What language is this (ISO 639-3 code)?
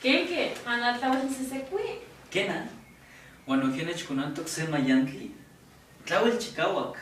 nhe